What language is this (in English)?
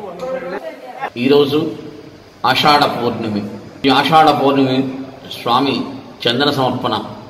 Telugu